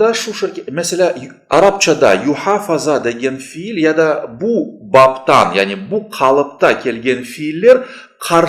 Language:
Crimean Tatar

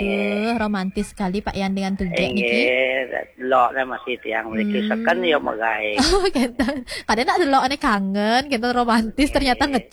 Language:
Balinese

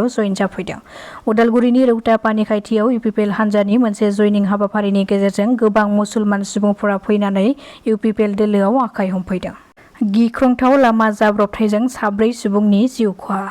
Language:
Bodo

